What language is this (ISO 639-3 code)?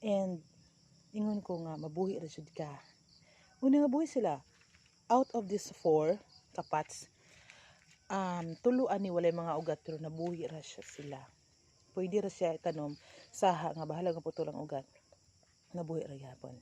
ceb